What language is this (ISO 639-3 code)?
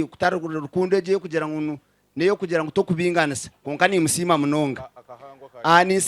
nyn